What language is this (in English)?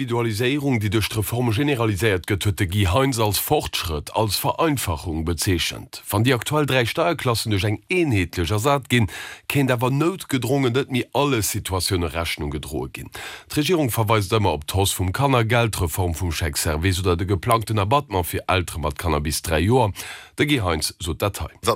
Luxembourgish